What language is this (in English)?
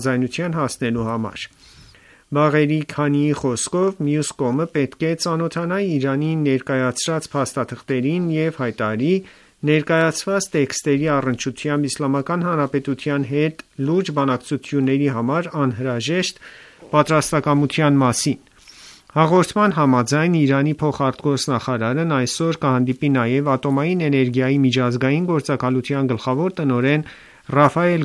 Armenian